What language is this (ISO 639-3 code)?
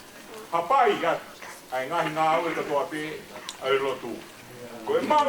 ton